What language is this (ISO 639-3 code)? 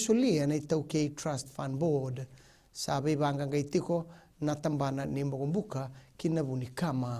fij